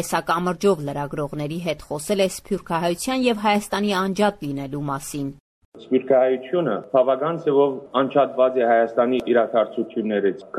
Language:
Armenian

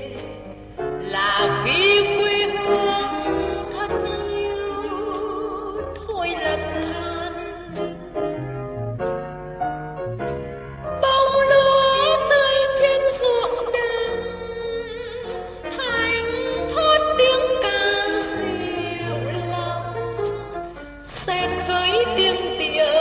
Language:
Vietnamese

